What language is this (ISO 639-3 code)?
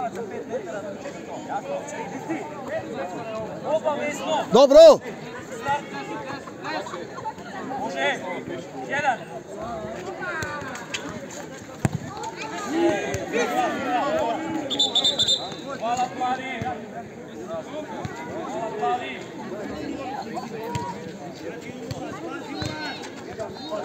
hrv